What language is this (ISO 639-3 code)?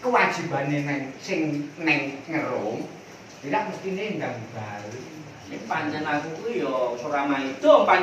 jav